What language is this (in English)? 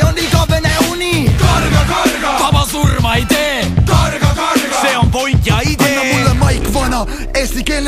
Estonian